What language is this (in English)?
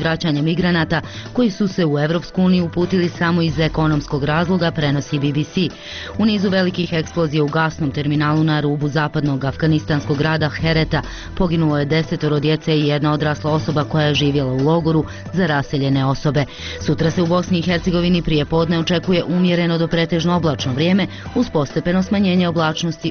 Bosnian